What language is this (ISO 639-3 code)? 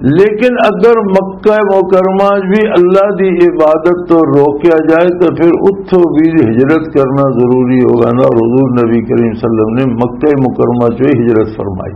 lah